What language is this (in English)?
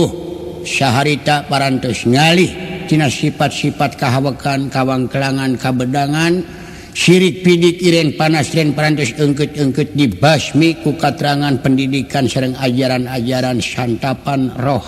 Sundanese